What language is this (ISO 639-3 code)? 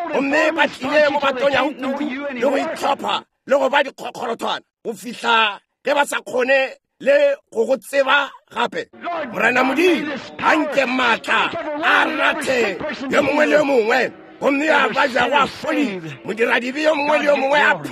nso